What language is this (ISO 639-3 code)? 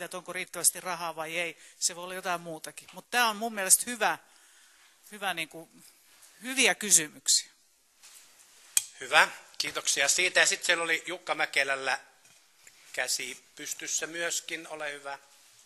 fin